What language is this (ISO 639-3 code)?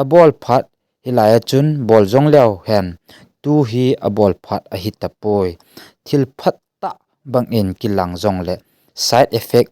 tcz